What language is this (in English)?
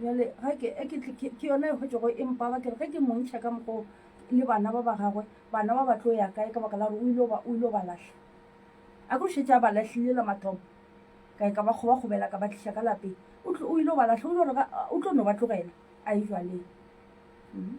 Northern Sotho